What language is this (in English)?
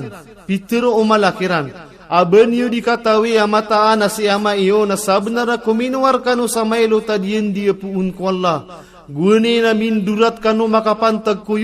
Maranao